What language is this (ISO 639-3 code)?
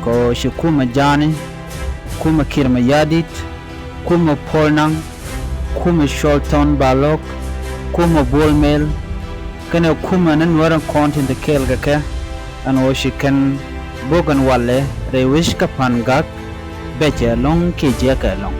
nus